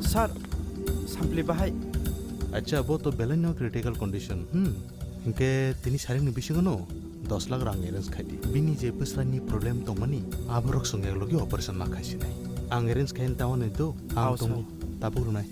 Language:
Kok Borok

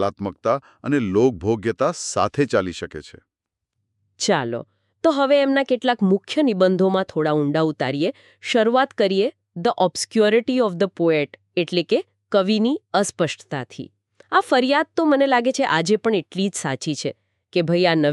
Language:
Gujarati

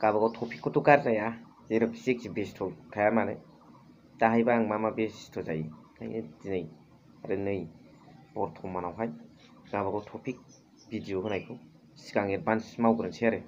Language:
Bodo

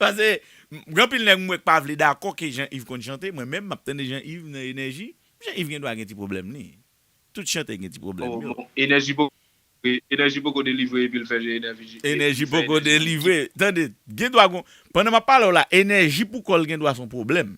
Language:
Haitian Creole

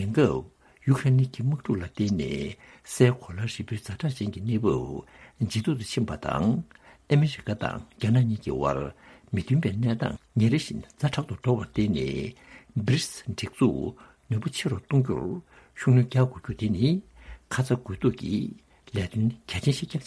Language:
Tibetan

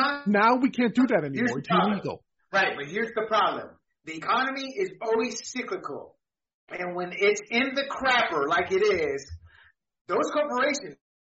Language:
English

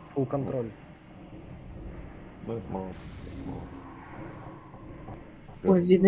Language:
Russian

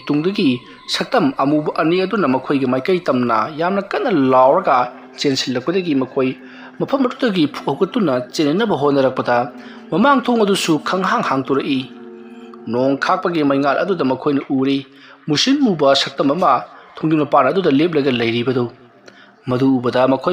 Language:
Manipuri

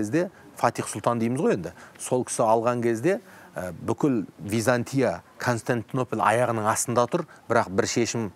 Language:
Kazakh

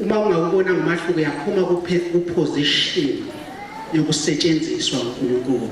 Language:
Zulu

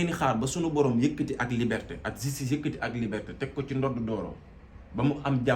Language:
Wolof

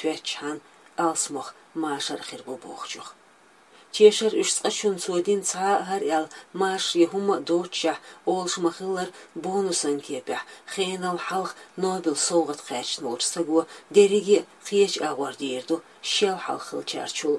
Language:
Chechen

